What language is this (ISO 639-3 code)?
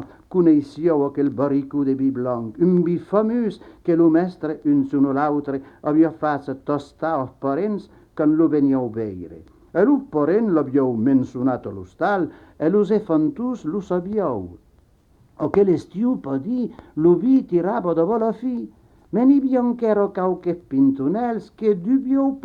oci